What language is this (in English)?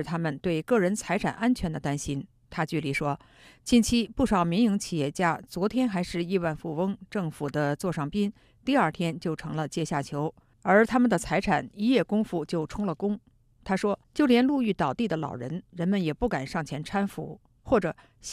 Chinese